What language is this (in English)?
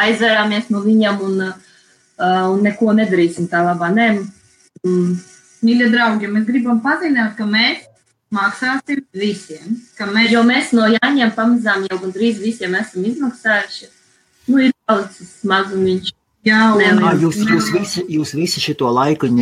Latvian